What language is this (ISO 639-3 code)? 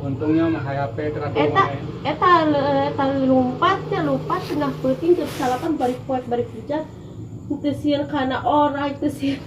sun